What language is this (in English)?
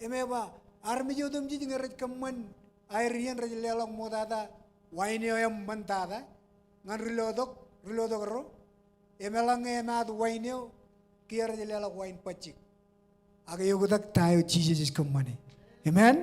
Marshallese